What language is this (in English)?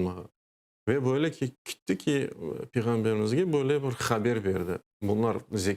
Crimean Tatar